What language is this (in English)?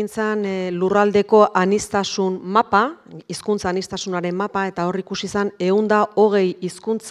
Basque